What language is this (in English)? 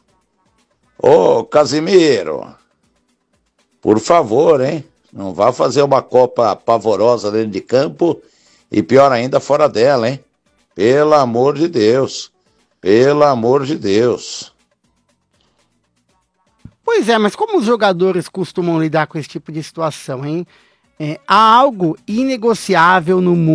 Portuguese